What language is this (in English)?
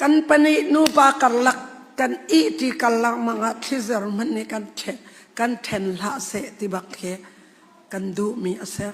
Hakha Chin